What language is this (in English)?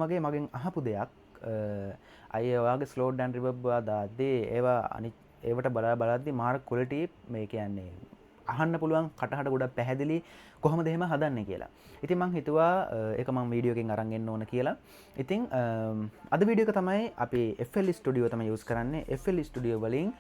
Sinhala